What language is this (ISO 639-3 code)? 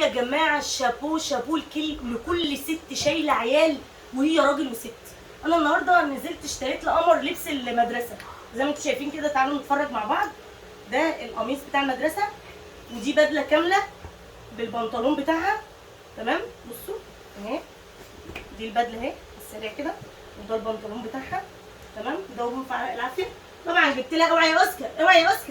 arz